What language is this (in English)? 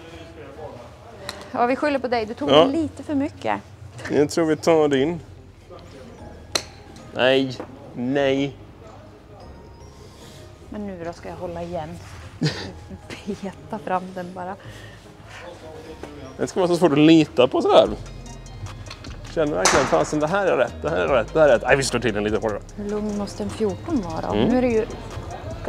Swedish